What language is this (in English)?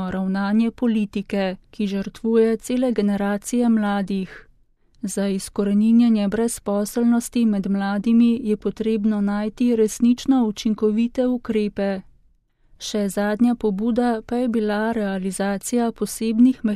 Slovenian